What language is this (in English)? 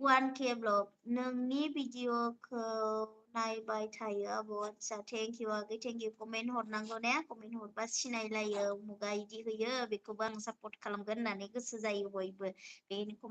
Bodo